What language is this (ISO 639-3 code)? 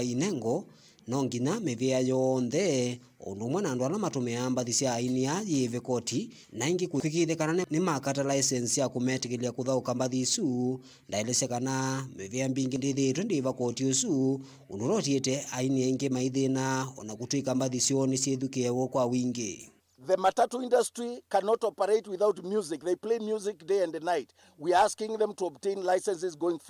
kam